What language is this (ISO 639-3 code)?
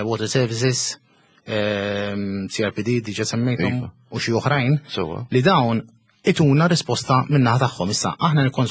mlt